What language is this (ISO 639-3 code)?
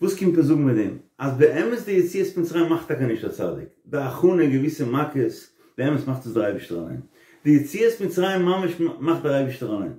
yid